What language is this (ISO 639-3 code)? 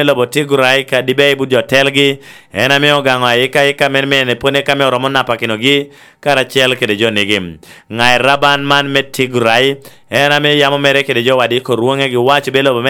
laj